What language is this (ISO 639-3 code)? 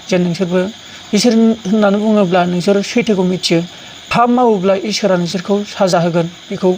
brx